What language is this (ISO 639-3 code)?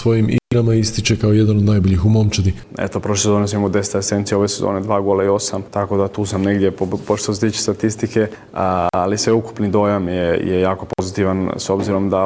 hrv